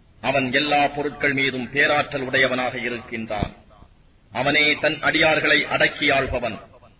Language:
Tamil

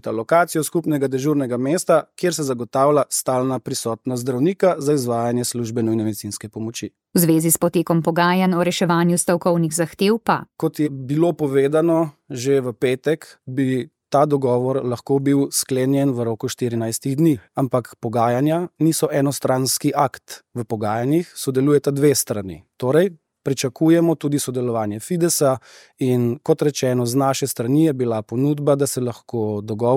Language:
Slovenian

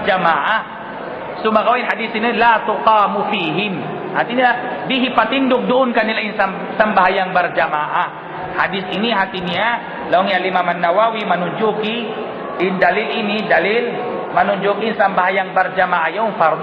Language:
Tausug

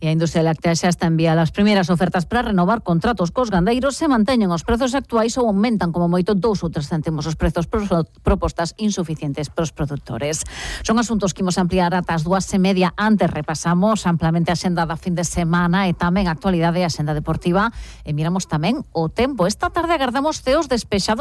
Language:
Galician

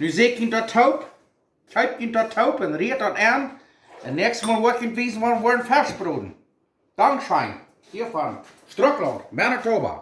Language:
Plautdietsch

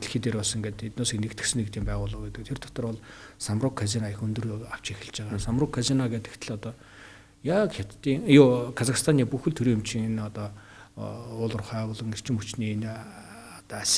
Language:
Mongolian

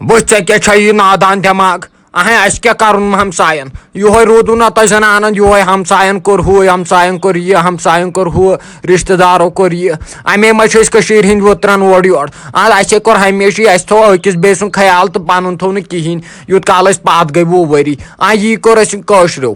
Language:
Kashmiri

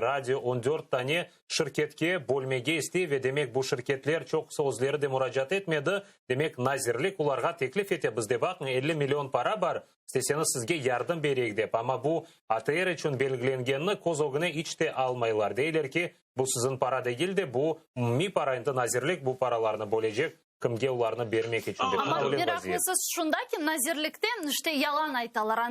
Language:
Crimean Tatar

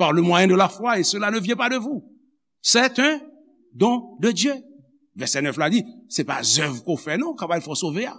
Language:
Haitian Creole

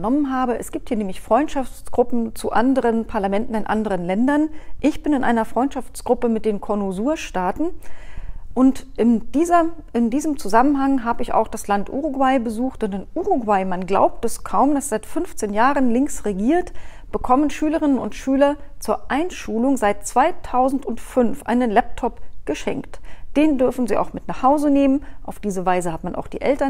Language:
German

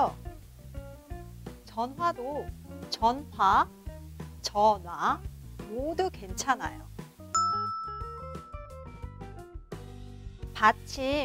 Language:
Korean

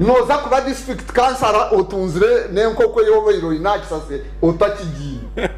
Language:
Nyankole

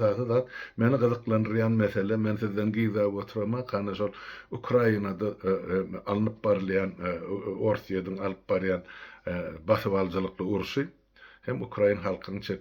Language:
Turkmen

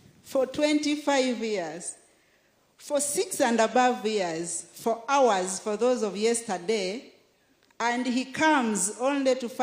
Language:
Nyankole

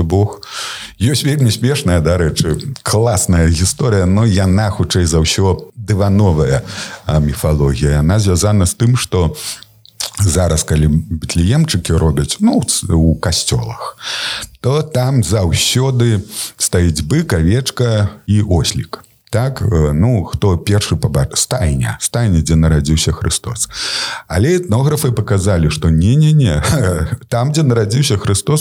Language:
Belarusian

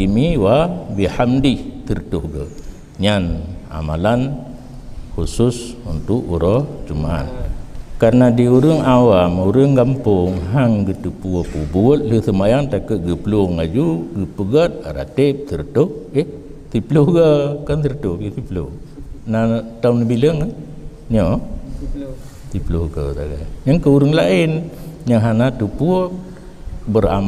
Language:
Achinese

